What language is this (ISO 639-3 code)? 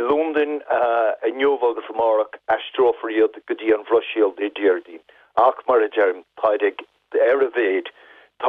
gle